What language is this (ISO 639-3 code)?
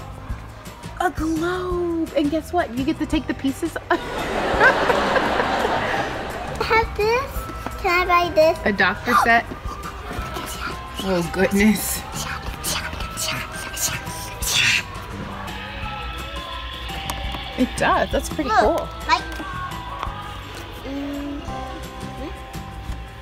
eng